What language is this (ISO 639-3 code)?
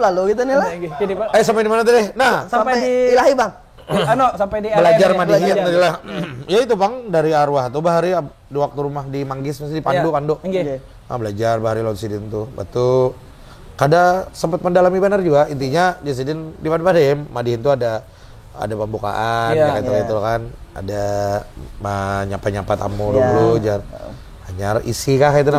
bjn